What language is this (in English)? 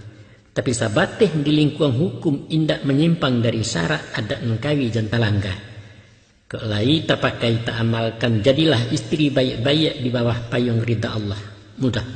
Minangkabau